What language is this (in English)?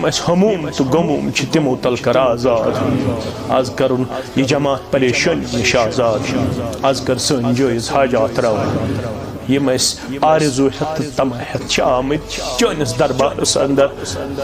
Kashmiri